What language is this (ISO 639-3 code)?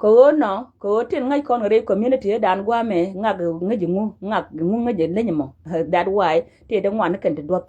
nus